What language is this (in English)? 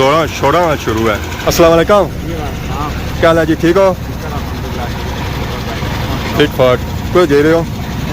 Pahari-Potwari